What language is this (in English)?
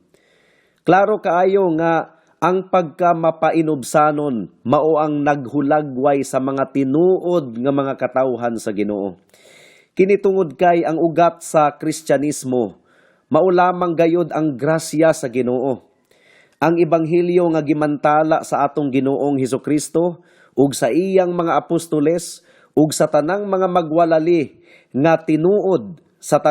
Cebuano